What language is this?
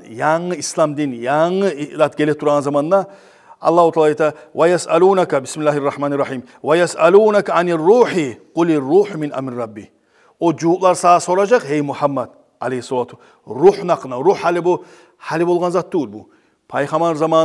Kumyk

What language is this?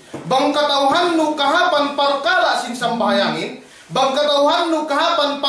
Yakan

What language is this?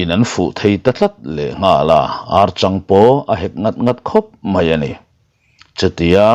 Mizo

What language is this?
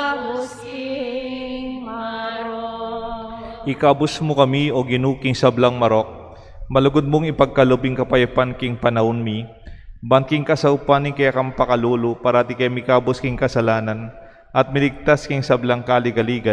Pampanga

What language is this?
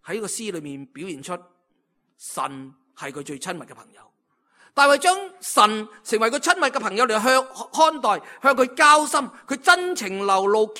Cantonese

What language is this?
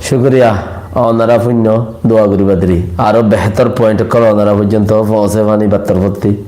Rohingya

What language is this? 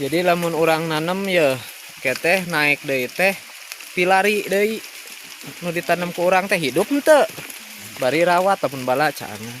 Sundanese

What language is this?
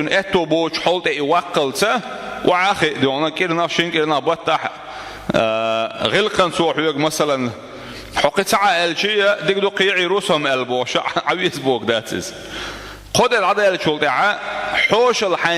Chechen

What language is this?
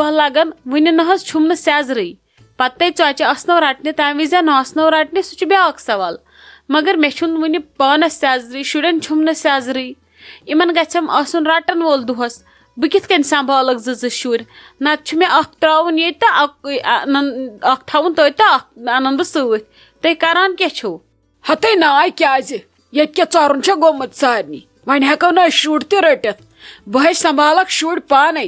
Kashmiri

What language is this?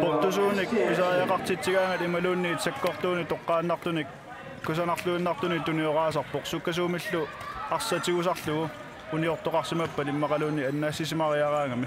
Kalaallisut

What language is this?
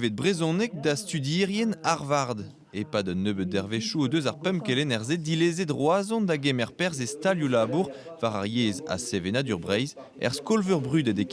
Breton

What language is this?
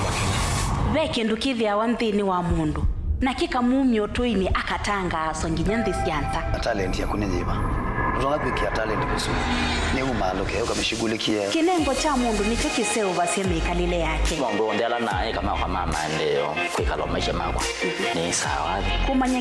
Kamba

